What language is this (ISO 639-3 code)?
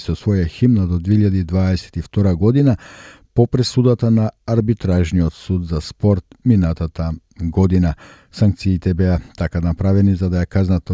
mkd